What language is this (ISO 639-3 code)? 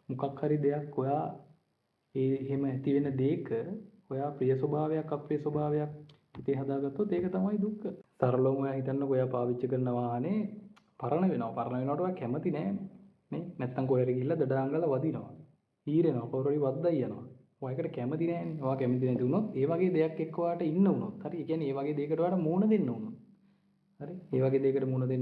sin